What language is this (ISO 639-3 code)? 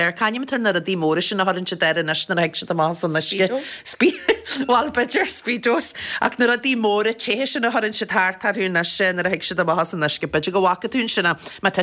gle